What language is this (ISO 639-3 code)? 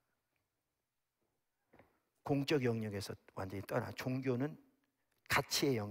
kor